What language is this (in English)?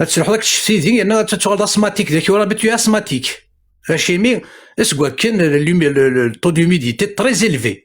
Kabyle